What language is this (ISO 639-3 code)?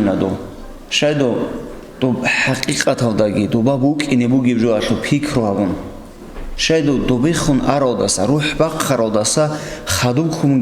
ava